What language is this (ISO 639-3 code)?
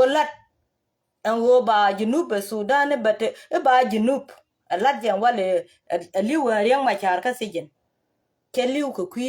nus